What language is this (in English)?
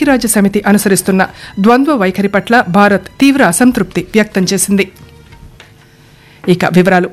Telugu